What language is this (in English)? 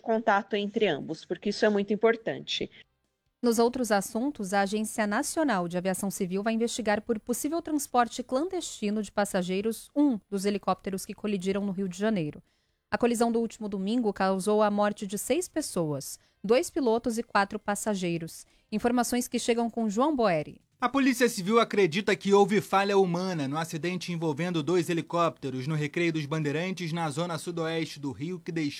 Portuguese